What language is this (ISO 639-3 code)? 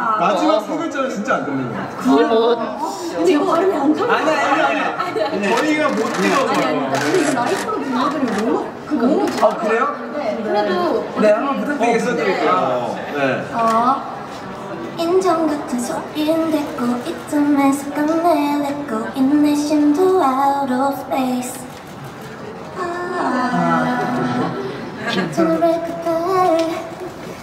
kor